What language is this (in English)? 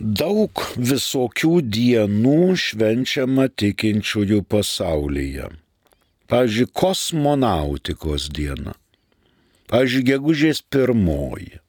Lithuanian